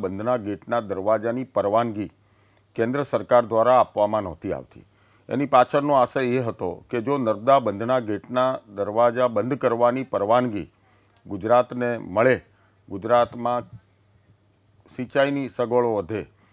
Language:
Gujarati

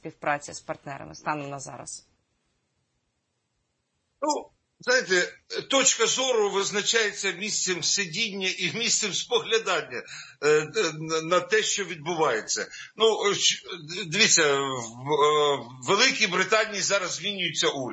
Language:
Ukrainian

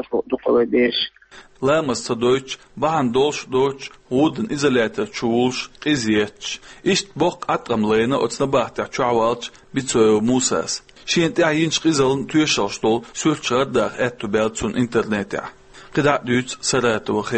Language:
Chechen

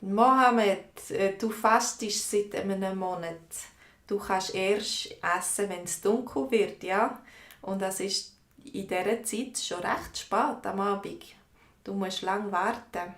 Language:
Swiss German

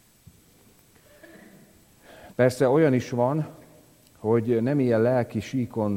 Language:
Hungarian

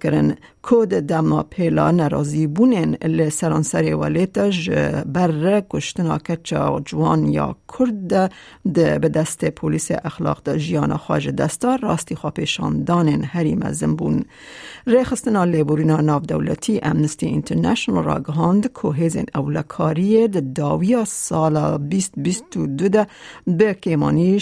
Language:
Kurdish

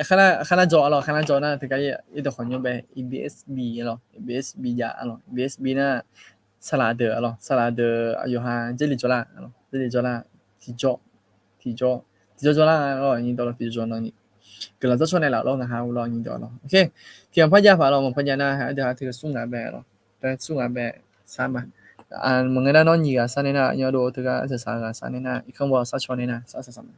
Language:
Akha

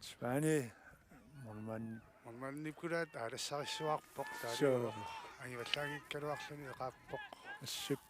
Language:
Kalaallisut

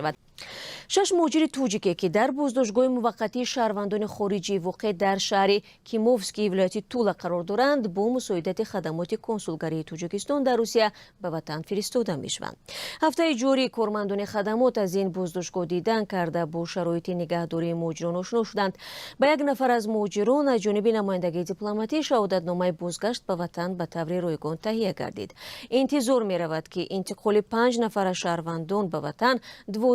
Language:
Tajik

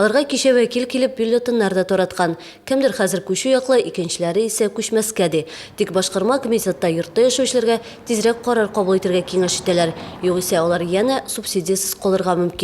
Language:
Tatar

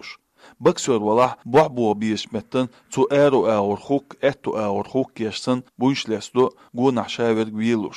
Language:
Chechen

